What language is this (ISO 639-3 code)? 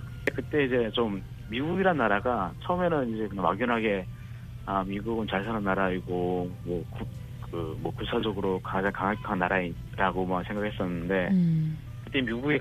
kor